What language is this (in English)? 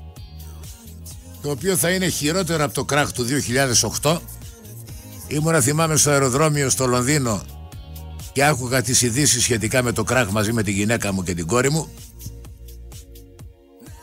Greek